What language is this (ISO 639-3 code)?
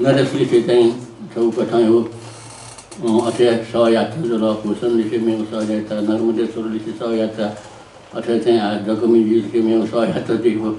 new